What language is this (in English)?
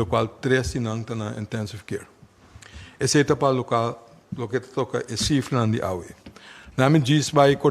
Papiamento